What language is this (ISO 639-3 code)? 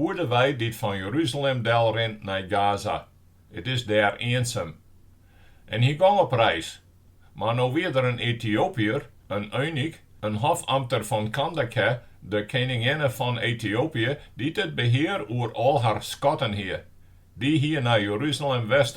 fry